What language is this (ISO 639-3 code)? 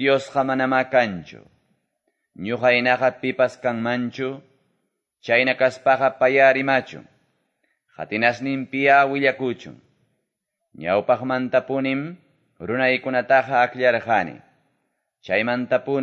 que